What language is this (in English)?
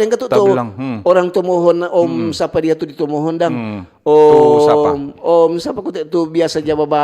Manado Malay